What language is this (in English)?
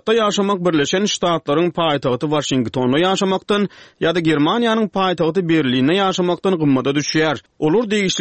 Turkmen